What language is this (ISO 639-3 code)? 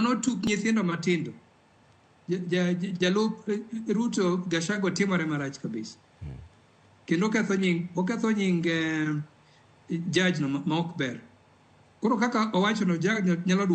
luo